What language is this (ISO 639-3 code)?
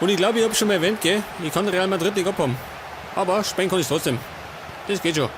bar